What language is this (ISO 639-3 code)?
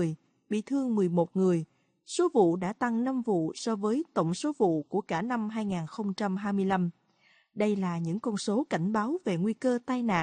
vie